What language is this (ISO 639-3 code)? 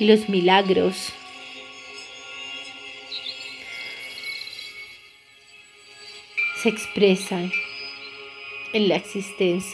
spa